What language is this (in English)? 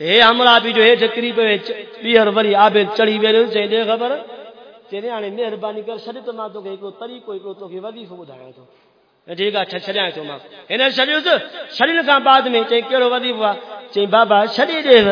Saraiki